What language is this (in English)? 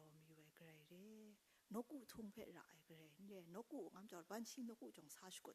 Kachin